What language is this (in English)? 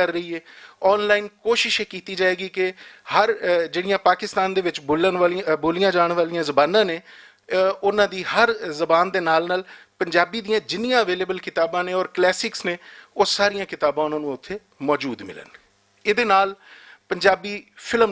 Western Panjabi